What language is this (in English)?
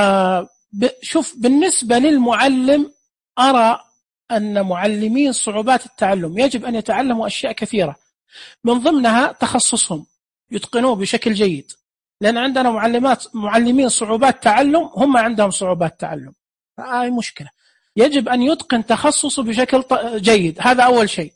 Najdi Arabic